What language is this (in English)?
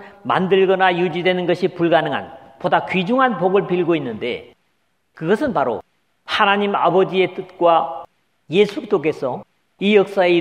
Korean